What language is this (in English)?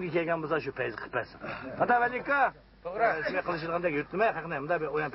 Uyghur